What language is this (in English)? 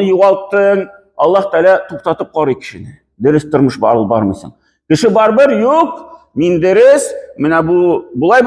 Tatar